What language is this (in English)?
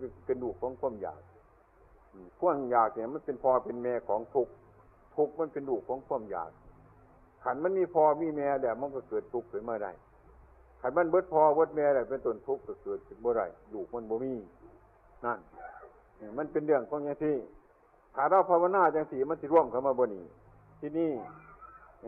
Northeastern Thai